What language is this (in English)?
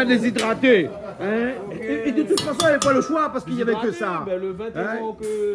Réunion Creole French